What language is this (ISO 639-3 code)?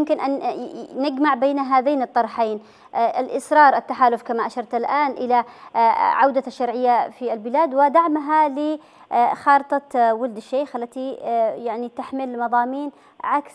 ara